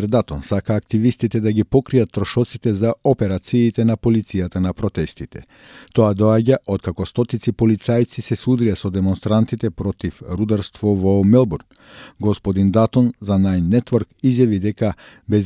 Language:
Macedonian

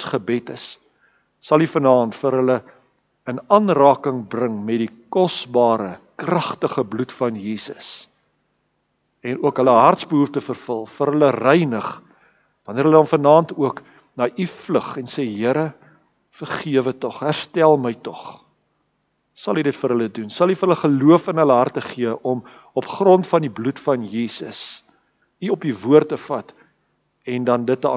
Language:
Afrikaans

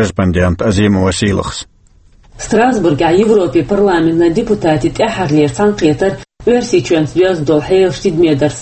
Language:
Chechen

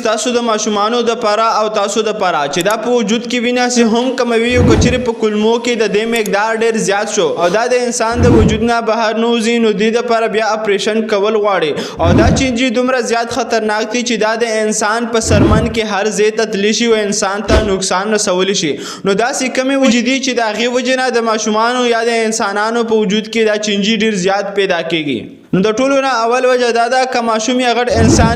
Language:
Pashto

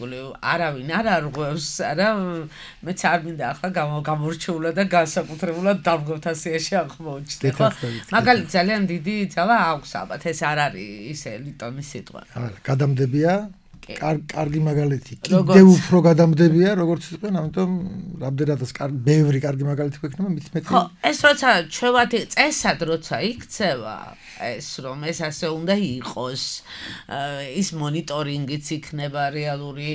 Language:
Georgian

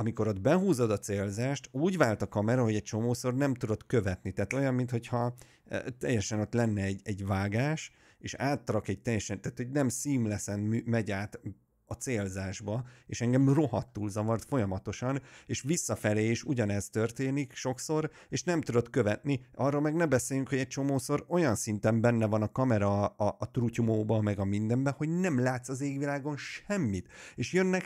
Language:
Hungarian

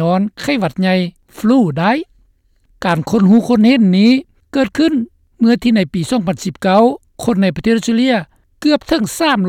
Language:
Lao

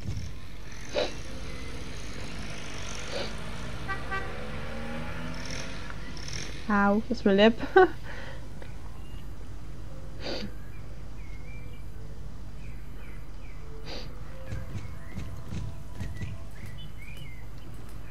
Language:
Dutch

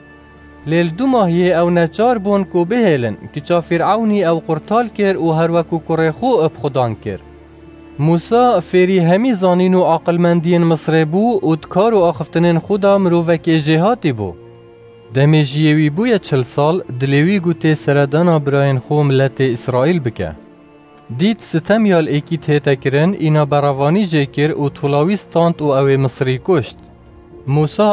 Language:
Kurdish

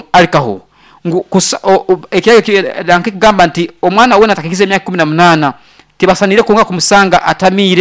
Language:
Nyoro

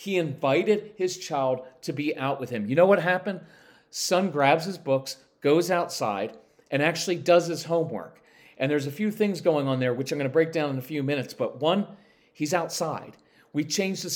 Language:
English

